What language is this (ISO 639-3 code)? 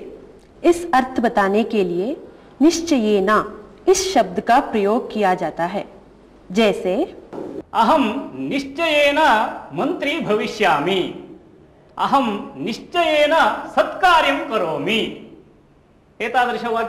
san